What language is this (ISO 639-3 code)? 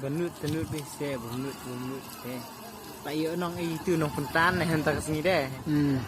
kha